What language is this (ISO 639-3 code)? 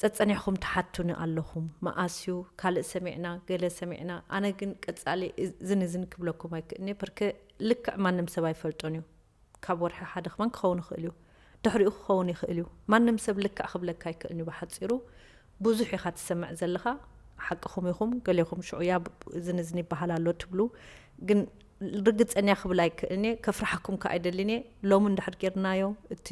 tir